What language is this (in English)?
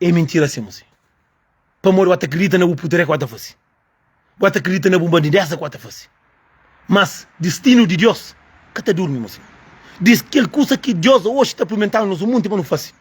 Kabuverdianu